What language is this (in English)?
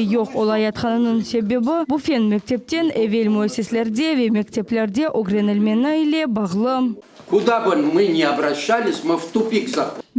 Crimean Tatar